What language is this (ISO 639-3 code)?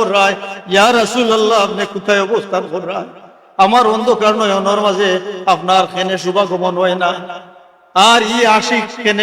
syl